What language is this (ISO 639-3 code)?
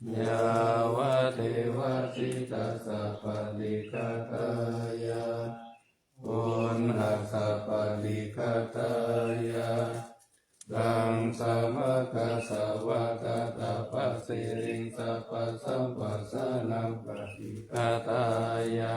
pli